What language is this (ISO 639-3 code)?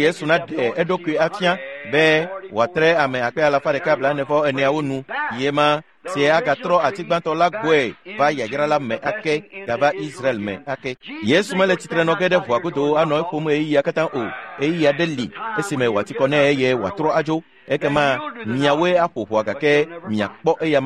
ewe